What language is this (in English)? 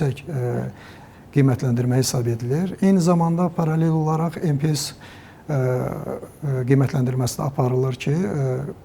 Azerbaijani